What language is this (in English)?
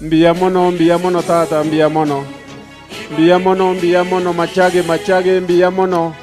Gusii